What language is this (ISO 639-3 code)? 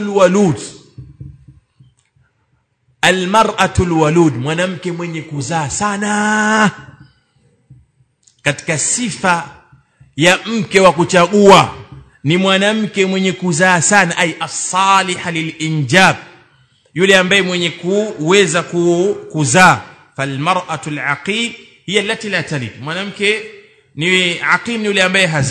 swa